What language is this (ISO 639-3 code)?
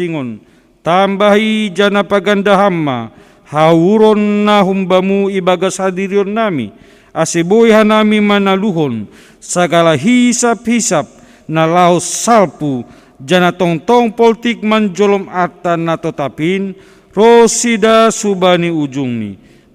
bts